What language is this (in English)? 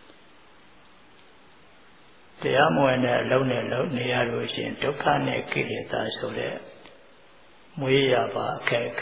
Burmese